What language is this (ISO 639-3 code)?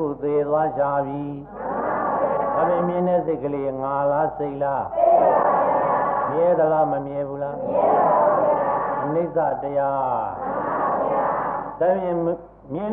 mya